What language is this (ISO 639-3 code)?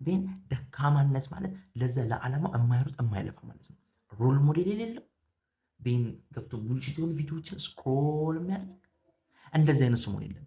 amh